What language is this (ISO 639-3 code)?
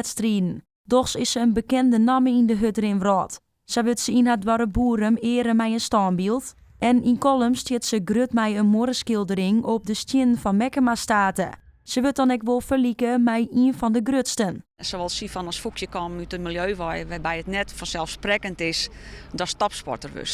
fry